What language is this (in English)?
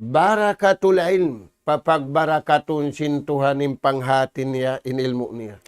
Tausug